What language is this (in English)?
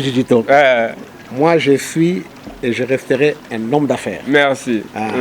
Luba-Lulua